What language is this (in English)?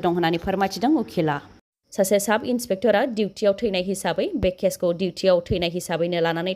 Bodo